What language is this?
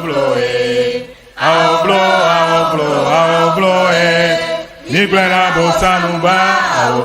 Ewe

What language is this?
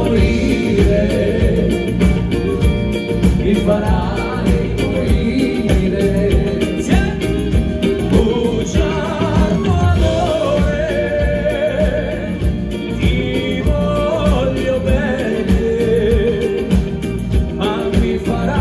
Italian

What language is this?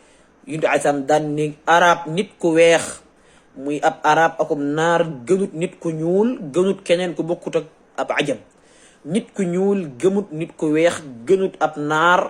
Wolof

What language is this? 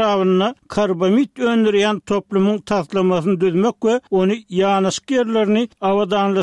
Turkmen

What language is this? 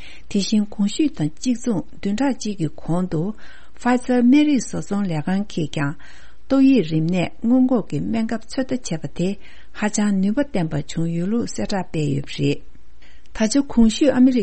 Tibetan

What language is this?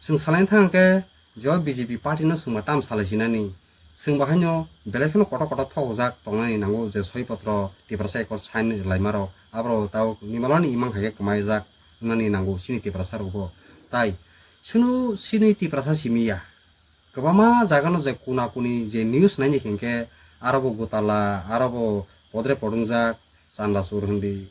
Kok Borok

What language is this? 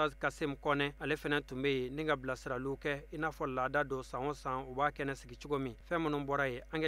Bambara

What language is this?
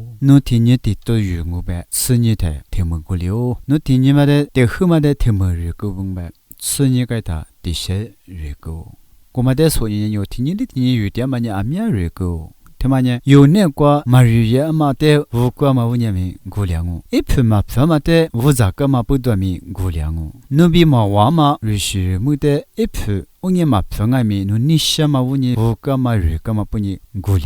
Lisu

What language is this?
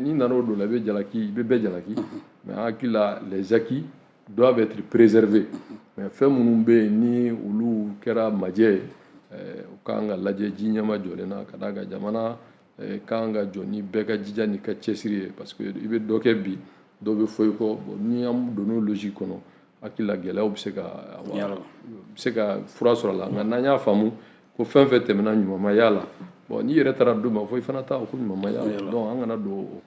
Bambara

